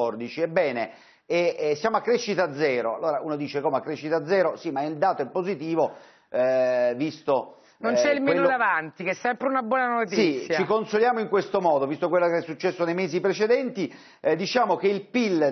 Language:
Italian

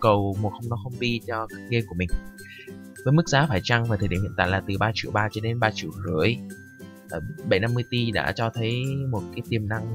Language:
Vietnamese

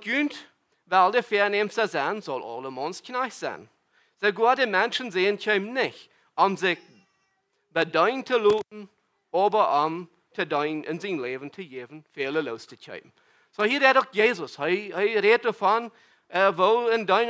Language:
Plautdietsch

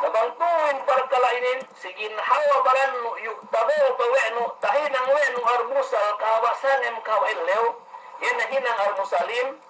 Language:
Yakan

